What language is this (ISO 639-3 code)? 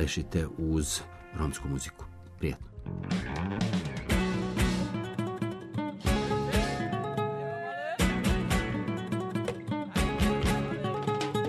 srp